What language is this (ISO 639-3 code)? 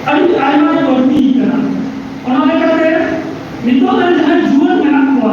sat